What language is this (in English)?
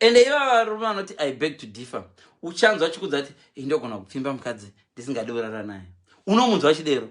Shona